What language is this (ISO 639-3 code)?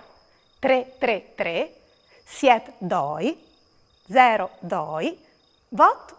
fur